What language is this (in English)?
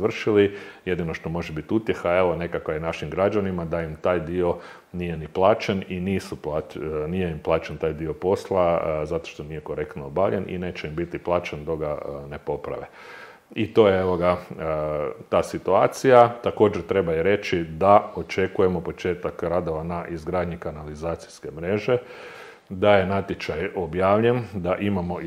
Croatian